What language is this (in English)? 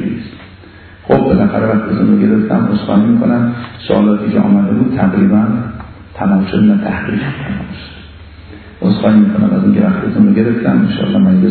Persian